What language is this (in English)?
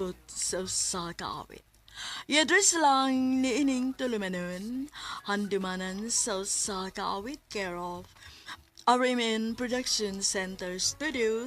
Cebuano